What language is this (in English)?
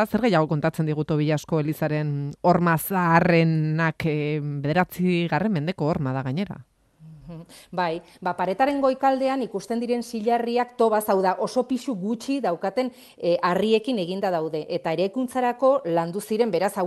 Basque